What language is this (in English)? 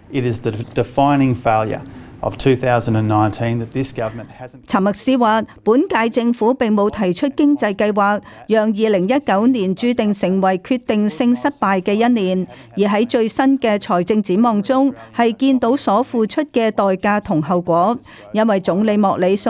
Cantonese